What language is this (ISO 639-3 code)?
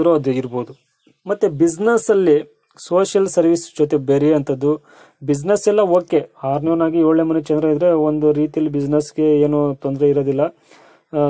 kan